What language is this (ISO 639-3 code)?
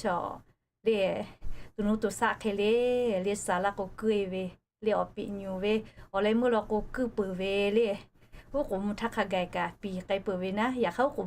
lhu